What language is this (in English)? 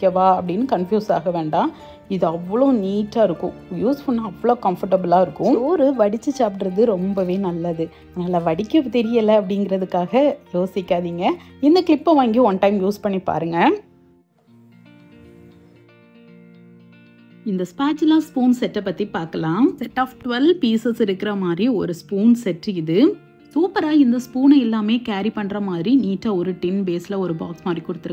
Tamil